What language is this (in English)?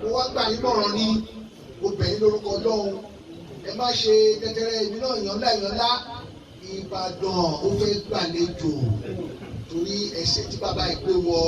Yoruba